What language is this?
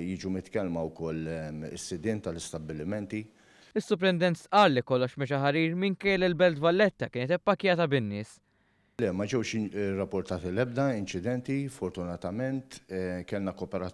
Maltese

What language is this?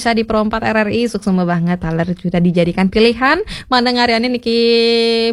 Balinese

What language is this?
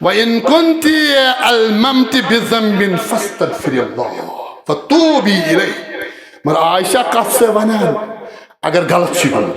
Kashmiri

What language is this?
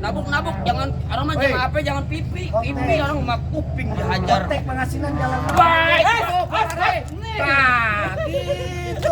Betawi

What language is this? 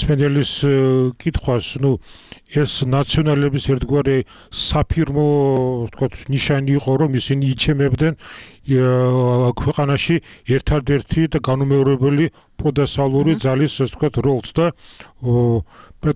Georgian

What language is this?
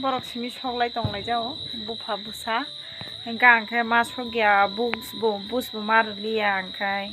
Kok Borok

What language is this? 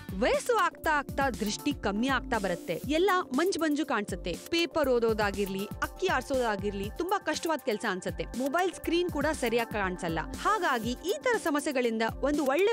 Kannada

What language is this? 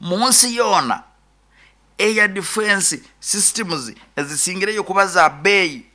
Nyankole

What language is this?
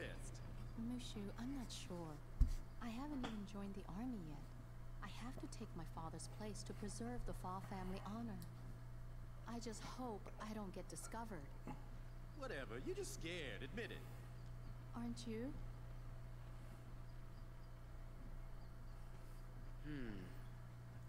English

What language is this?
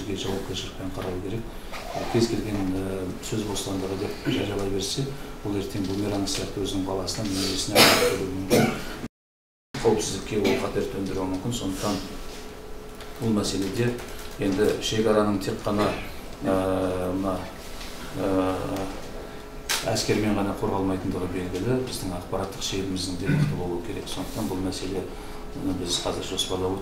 Kazakh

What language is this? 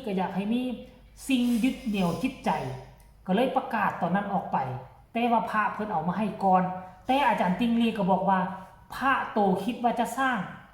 Northeastern Thai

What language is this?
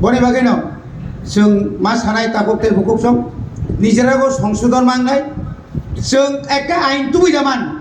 Kok Borok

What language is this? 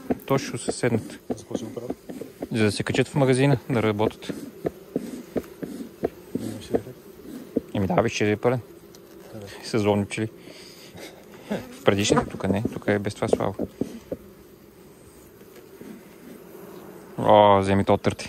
Bulgarian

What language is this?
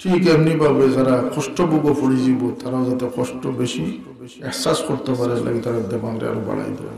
Sylheti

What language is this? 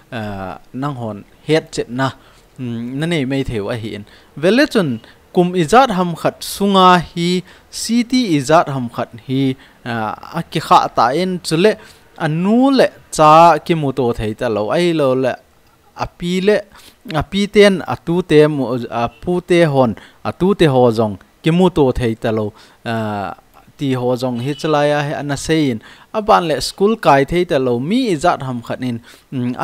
Thado Chin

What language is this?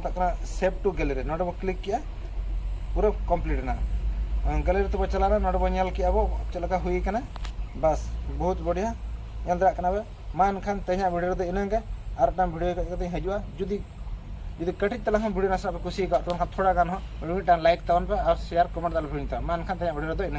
Santali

